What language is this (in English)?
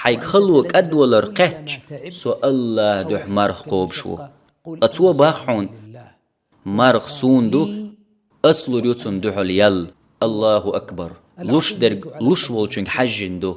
Chechen